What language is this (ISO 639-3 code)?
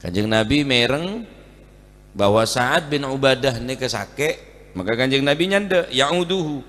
mad